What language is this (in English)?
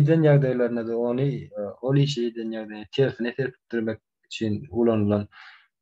Turkmen